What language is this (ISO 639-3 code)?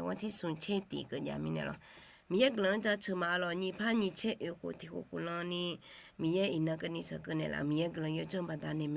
ahk